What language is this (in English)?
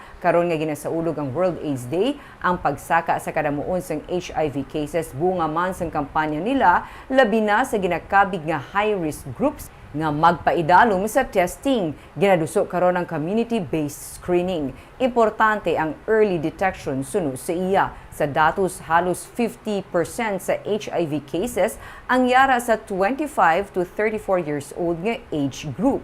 Hiligaynon